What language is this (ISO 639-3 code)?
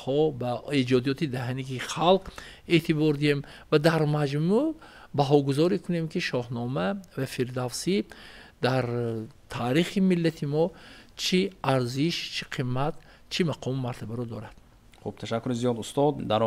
tgk